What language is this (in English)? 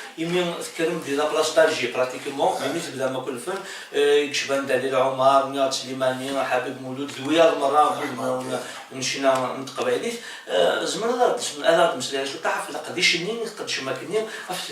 Kabyle